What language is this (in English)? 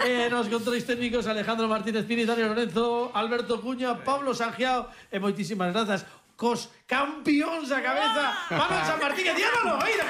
Galician